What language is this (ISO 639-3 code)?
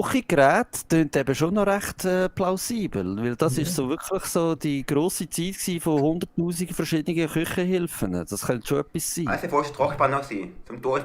gsw